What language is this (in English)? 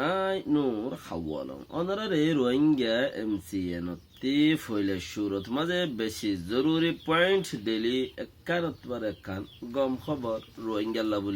Rohingya